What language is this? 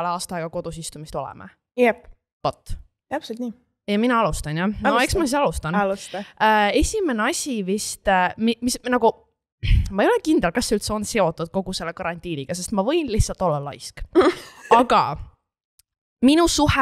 Estonian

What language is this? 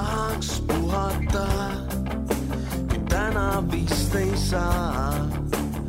Estonian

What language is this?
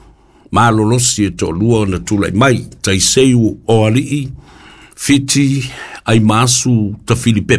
Samoan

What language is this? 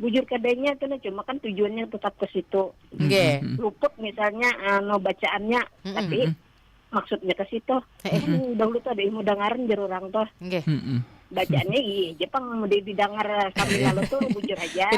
Banjar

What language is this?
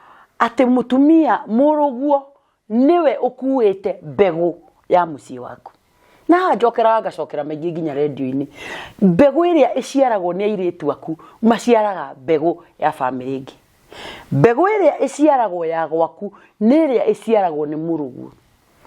Kikuyu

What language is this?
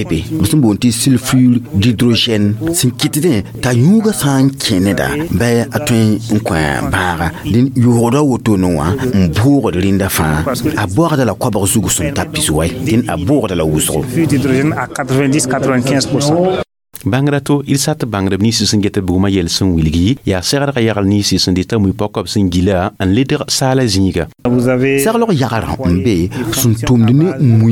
Mossi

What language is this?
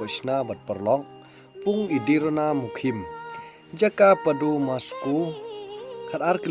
Khasi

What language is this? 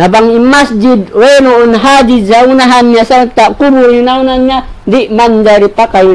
Tausug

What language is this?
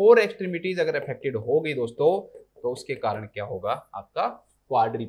Hindi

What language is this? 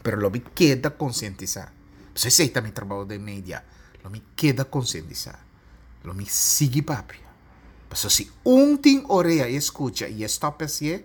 Papiamento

